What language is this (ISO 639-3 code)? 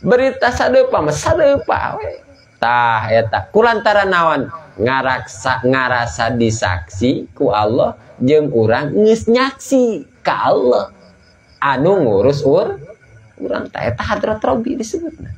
sun